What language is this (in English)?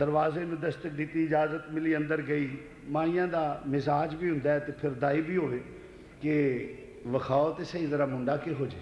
Western Panjabi